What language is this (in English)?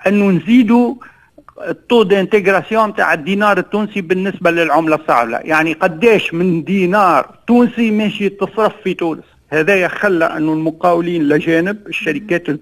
Tunisian Arabic